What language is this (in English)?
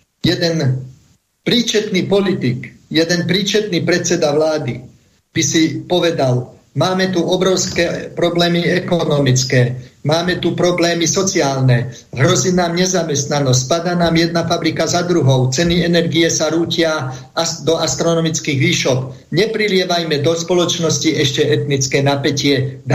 Slovak